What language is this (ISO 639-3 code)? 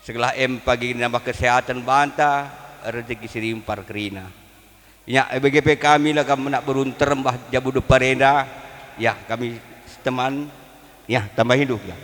btx